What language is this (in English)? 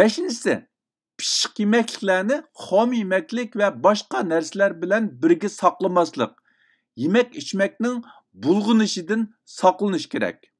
Uyghur